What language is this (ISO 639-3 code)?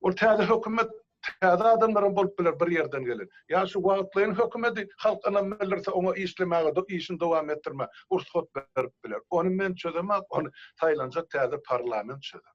tuk